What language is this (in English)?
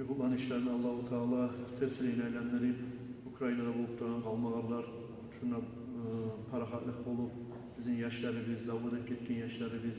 Kumyk